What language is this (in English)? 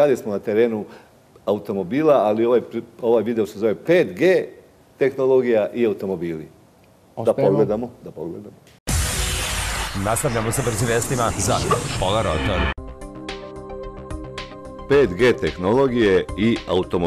Serbian